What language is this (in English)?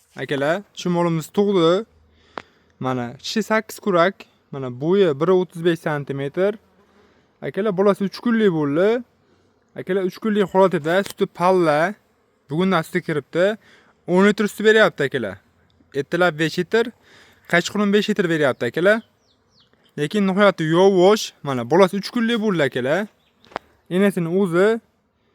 Uzbek